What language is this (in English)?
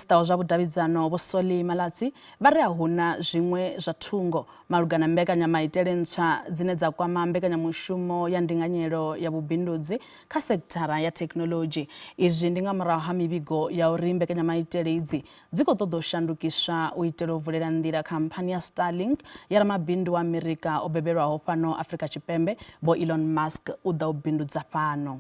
Venda